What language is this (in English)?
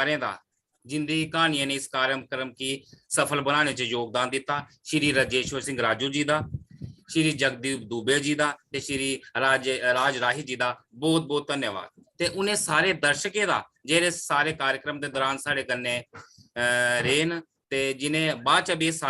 Dogri